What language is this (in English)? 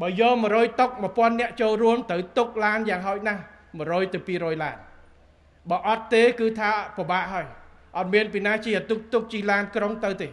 Khmer